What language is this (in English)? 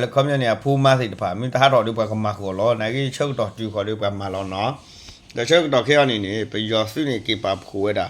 S'gaw Karen